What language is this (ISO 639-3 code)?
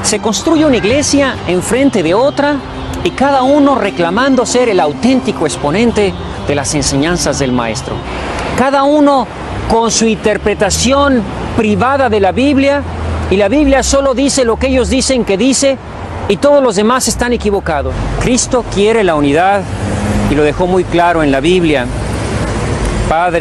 spa